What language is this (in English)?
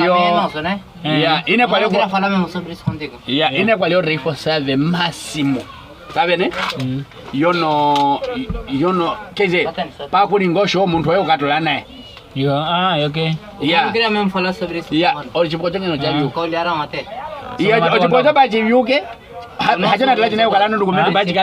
Nyaneka